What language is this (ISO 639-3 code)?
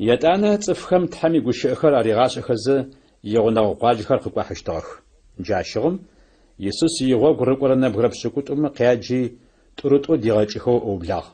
ady